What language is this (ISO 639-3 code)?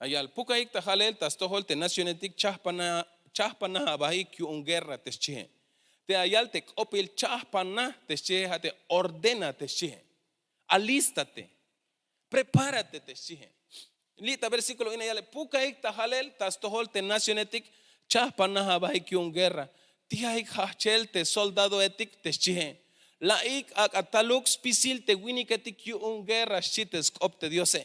tzh